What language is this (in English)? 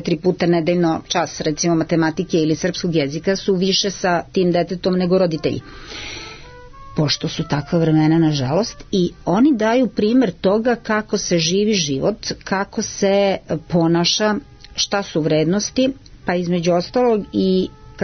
Serbian